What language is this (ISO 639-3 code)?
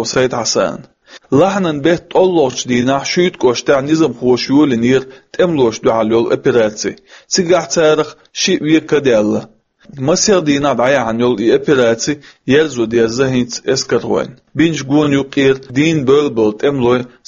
che